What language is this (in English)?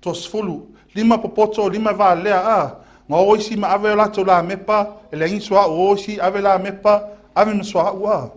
Samoan